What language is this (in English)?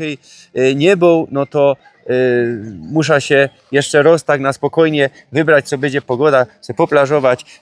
Silesian